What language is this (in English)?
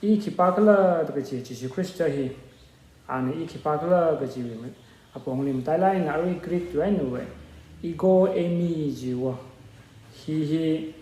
Tangkhul Naga (India)